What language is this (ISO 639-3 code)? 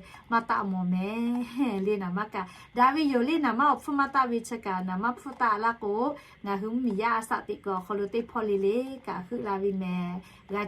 lhu